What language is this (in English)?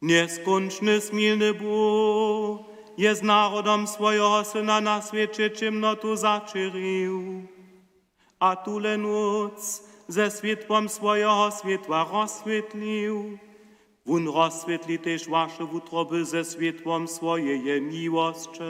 Upper Sorbian